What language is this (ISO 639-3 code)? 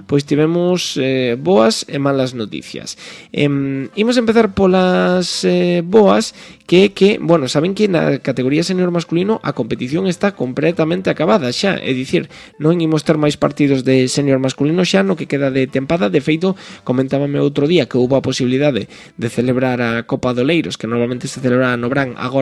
glg